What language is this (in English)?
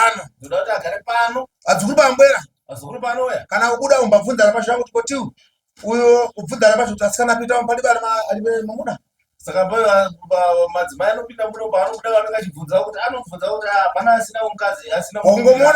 Shona